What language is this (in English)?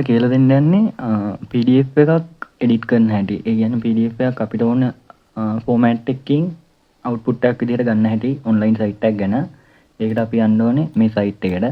Sinhala